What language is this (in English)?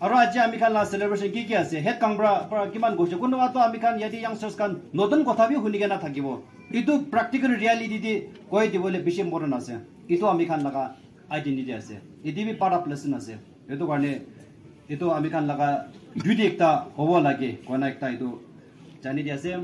Naga Pidgin